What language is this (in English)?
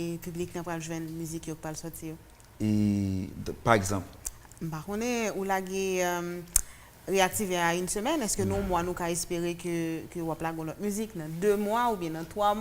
Haitian Creole